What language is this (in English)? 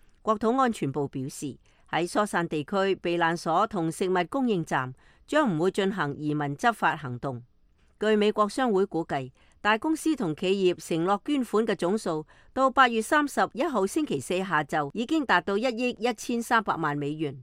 Cantonese